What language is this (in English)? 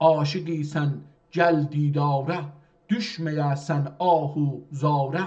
South Azerbaijani